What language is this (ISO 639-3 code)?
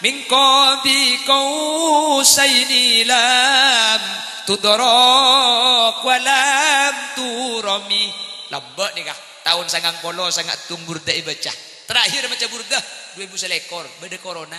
mad